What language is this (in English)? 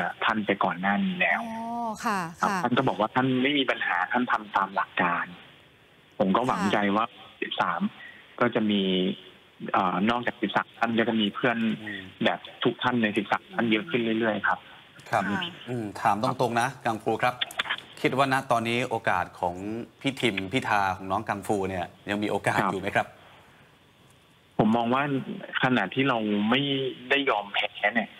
Thai